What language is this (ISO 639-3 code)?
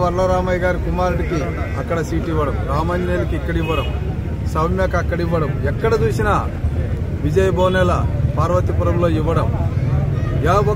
tel